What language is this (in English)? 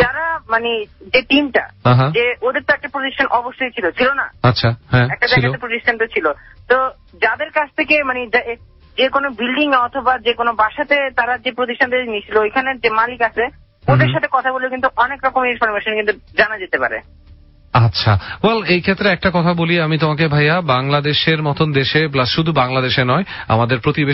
Bangla